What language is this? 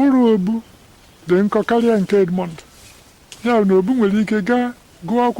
Igbo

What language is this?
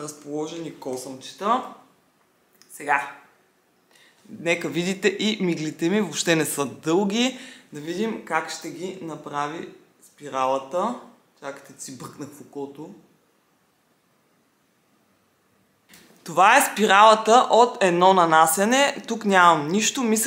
Bulgarian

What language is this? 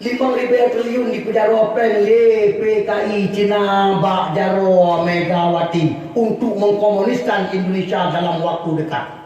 Achinese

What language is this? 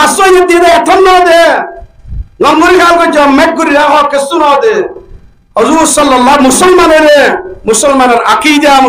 Rohingya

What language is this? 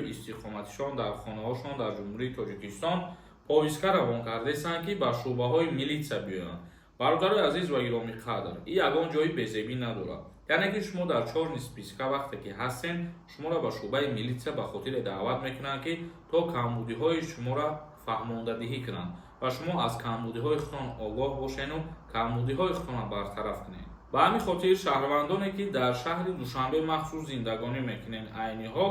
Tajik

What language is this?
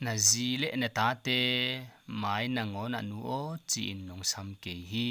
Tedim Chin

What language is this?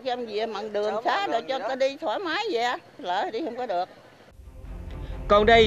Vietnamese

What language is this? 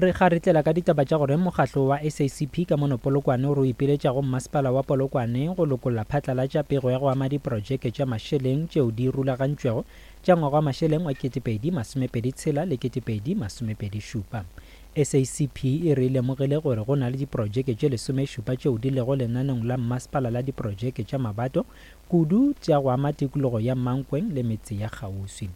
Northern Sotho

